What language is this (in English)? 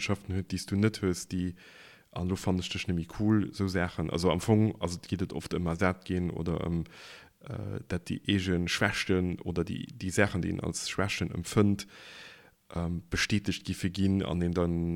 Luxembourgish